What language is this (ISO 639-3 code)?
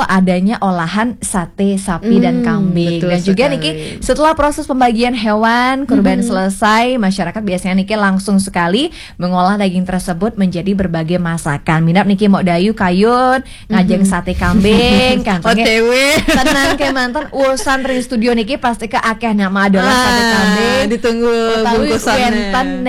ban